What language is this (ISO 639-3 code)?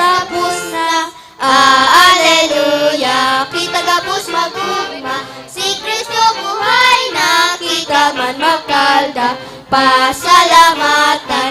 bik